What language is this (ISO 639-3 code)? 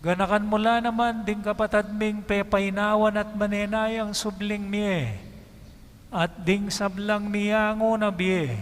pam